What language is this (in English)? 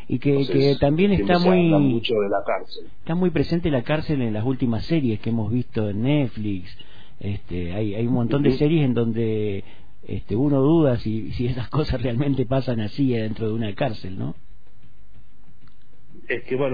Spanish